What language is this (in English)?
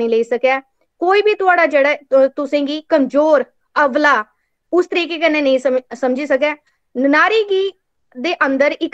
Dogri